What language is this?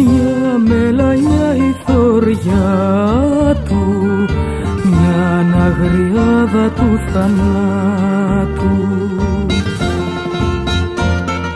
Greek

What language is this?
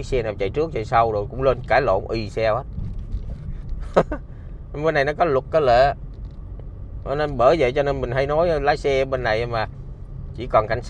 Vietnamese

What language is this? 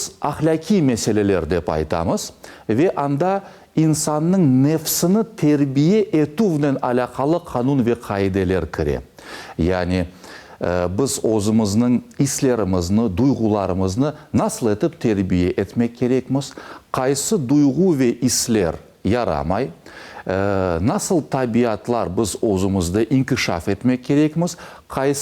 Crimean Tatar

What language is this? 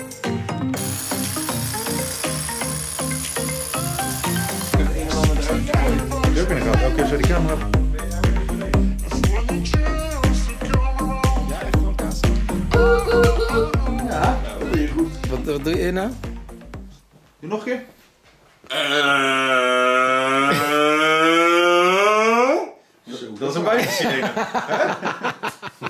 Dutch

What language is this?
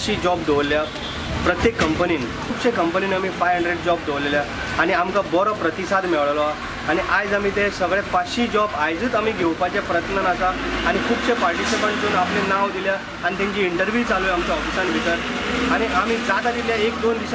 Konkani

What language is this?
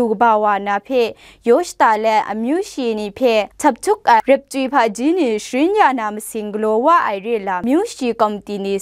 Kachin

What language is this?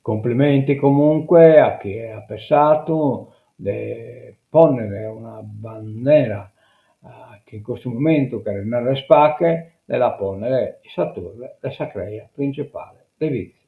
Sardinian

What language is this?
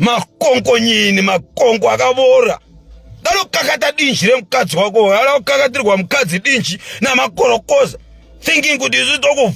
Shona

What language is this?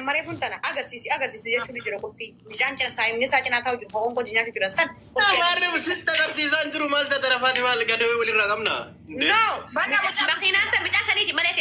Oromo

